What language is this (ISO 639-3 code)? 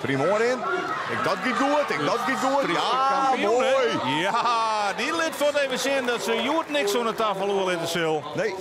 fry